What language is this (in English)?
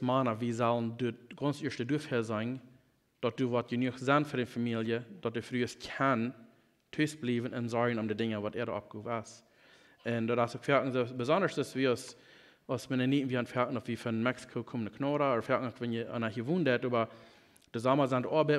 Plautdietsch